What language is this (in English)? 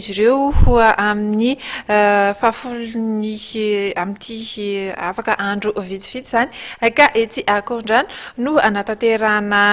Malagasy